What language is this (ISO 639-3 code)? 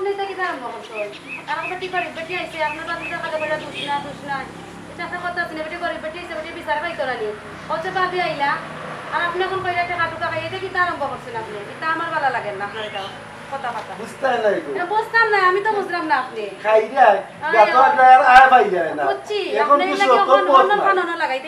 syl